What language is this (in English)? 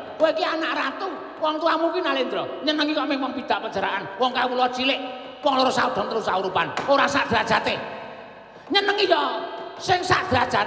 Javanese